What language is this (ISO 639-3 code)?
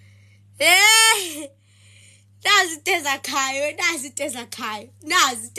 zul